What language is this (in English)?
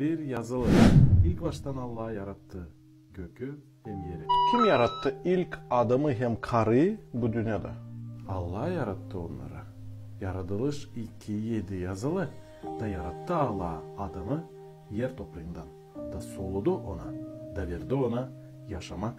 Gagauz